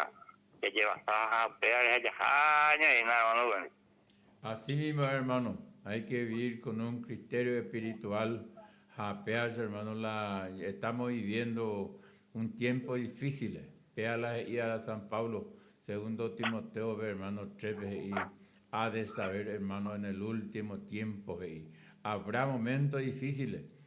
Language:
Guarani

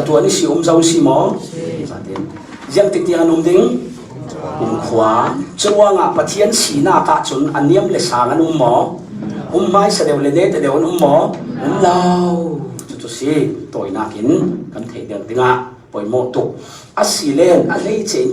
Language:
Falam Chin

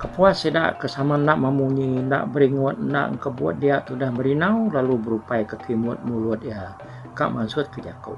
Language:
Iban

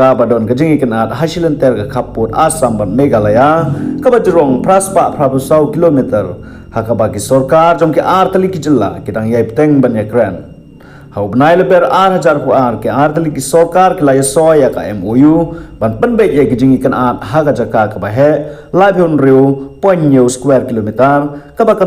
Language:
Khasi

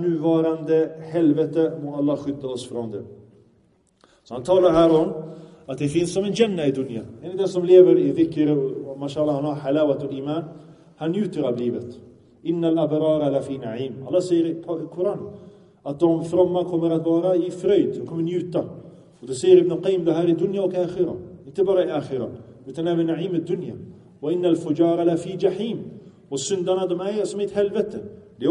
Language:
Swedish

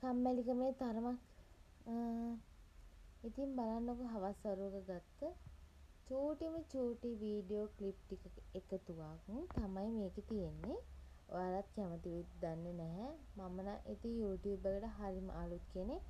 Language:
Sinhala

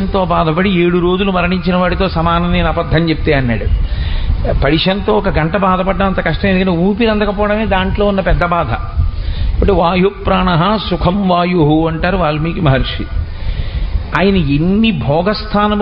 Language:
Telugu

